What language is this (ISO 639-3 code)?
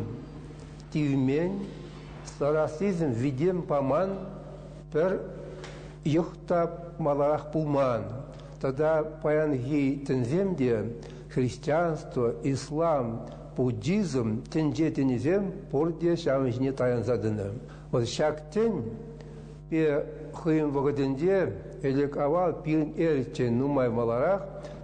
chv